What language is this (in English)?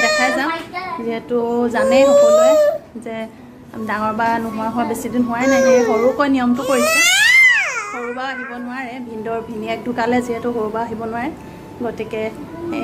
Assamese